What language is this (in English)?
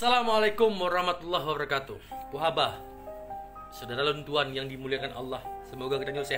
Achinese